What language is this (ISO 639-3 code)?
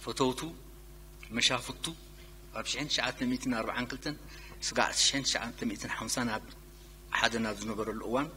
tir